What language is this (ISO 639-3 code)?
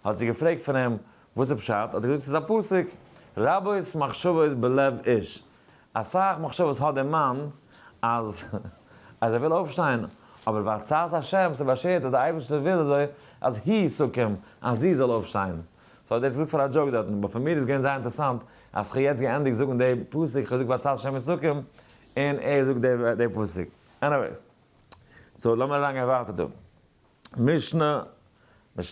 yid